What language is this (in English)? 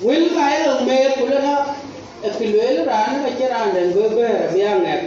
Dinka